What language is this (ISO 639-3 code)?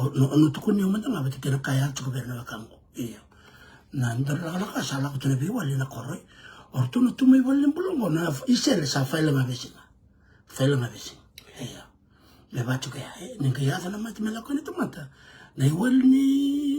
fij